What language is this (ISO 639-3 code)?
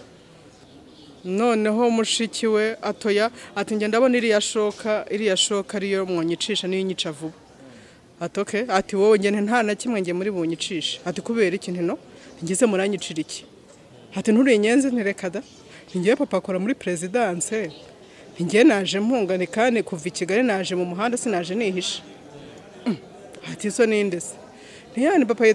kin